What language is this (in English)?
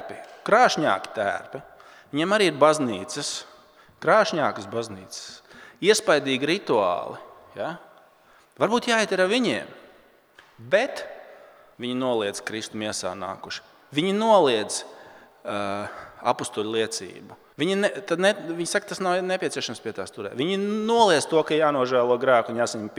Latvian